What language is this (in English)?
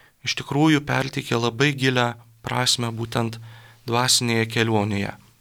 Lithuanian